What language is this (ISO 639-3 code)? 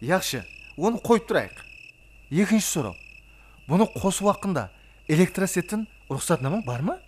kaa